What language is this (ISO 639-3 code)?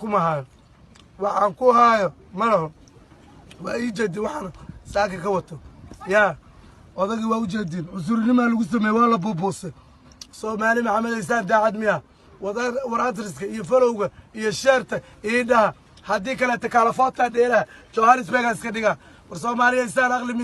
som